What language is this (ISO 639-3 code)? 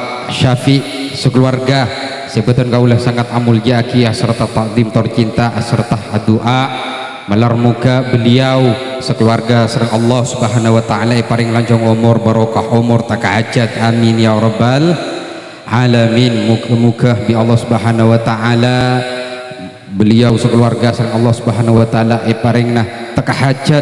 mad